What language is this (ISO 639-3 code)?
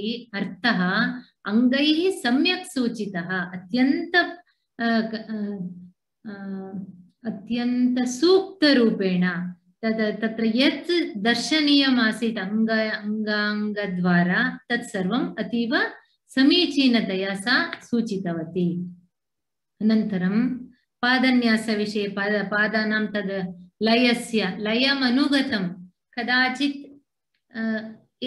san